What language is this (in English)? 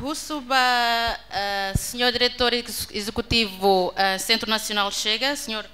Tetum